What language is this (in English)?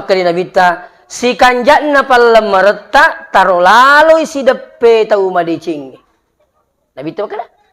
Buginese